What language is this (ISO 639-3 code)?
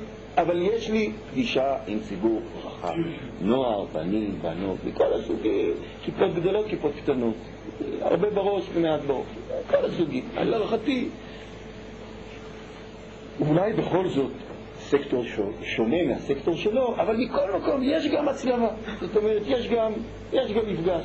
heb